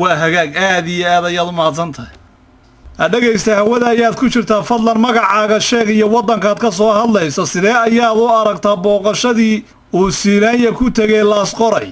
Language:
Somali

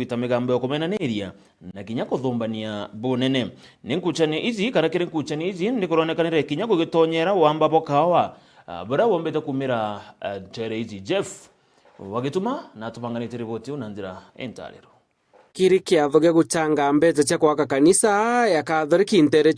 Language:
Meru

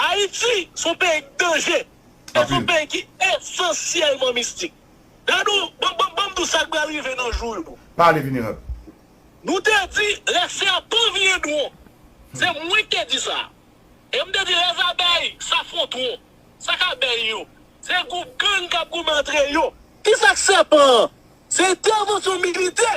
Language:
Haitian Creole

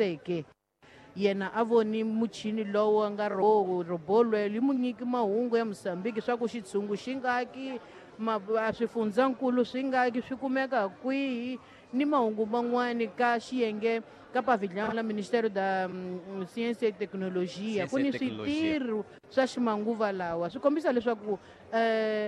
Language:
Tsonga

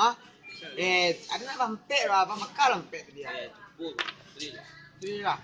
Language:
Minangkabau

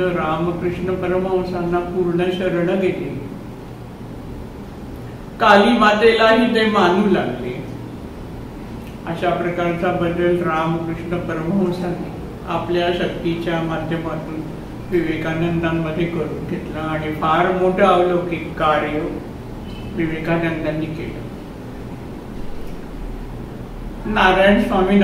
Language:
Marathi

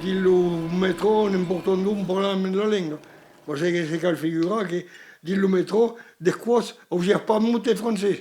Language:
Occitan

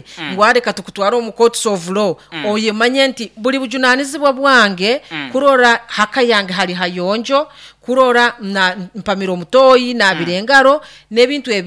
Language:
Nyoro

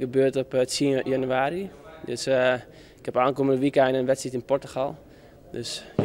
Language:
Western Frisian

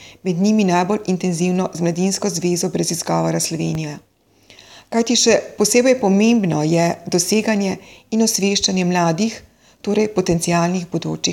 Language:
Slovenian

